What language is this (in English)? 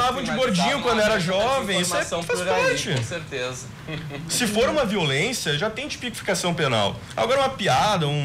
Portuguese